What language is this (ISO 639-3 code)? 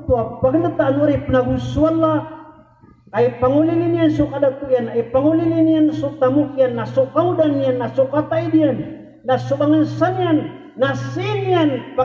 mrw